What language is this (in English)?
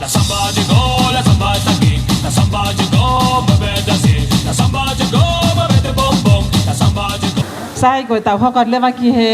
Tongan